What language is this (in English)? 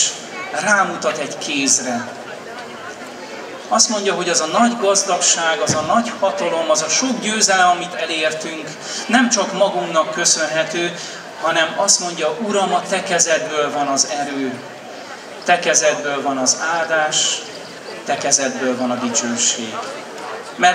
Hungarian